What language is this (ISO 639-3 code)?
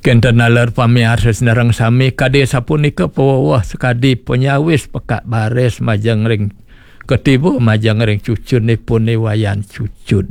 ban